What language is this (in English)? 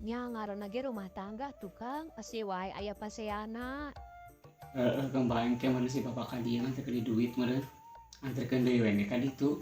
Sundanese